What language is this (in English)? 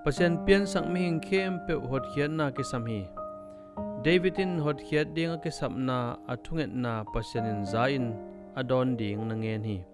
Tedim Chin